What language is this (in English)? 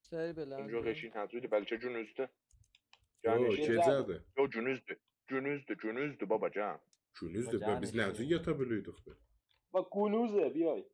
South Azerbaijani